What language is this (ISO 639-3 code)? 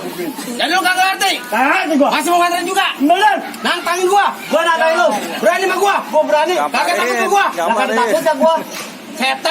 bew